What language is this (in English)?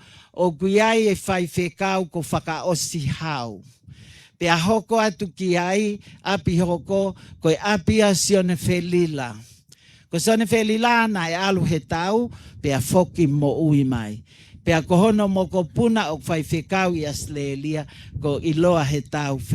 Tongan